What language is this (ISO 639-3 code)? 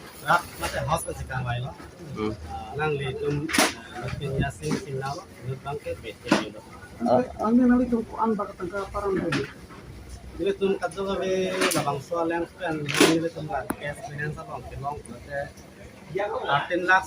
mjw